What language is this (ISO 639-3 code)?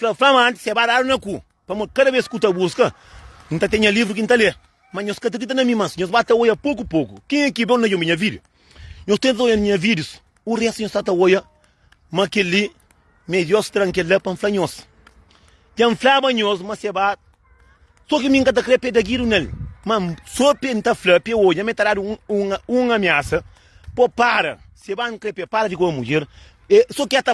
kea